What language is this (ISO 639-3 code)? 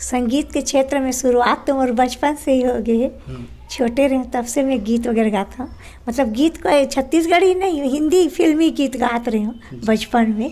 hne